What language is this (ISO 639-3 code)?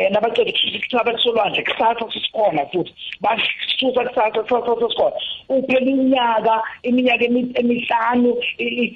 nbl